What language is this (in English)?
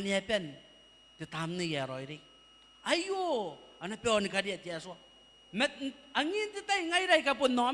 Gilbertese